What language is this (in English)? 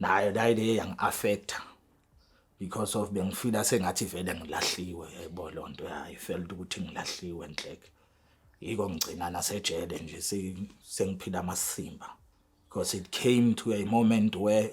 Zulu